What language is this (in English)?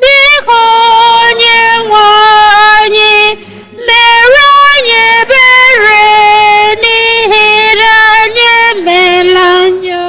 Igbo